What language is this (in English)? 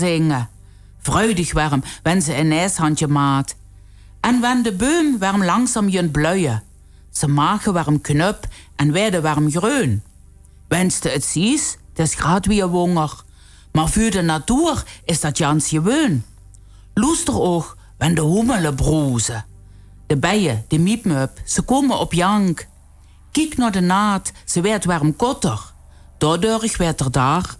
Limburgish